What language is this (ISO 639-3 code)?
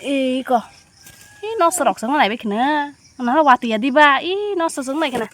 trp